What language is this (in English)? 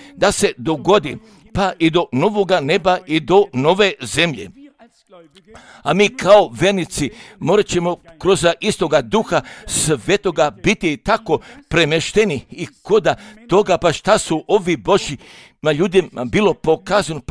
Croatian